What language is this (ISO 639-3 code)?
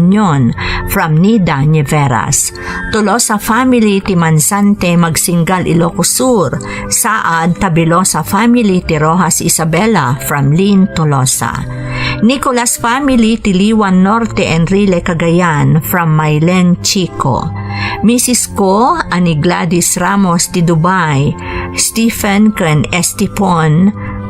ilo